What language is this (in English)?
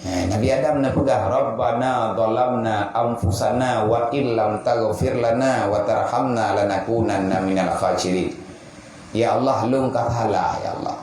Achinese